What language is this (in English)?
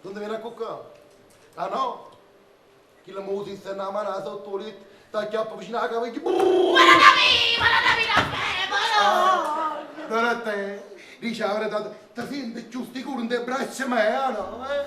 Neapolitan